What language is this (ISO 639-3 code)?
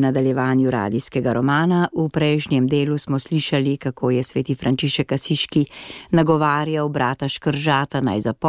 slv